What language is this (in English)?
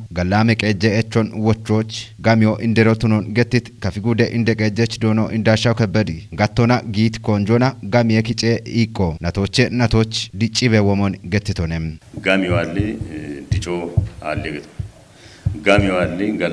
Kafa